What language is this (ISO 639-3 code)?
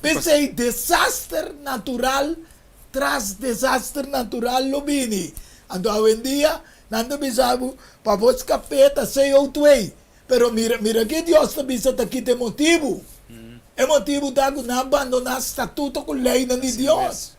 pap